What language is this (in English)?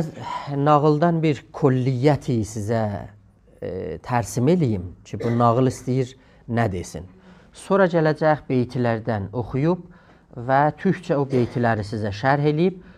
South Azerbaijani